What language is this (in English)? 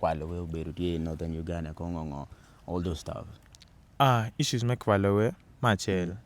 Acoli